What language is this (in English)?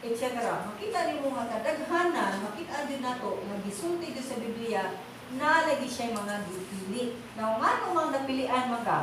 Cebuano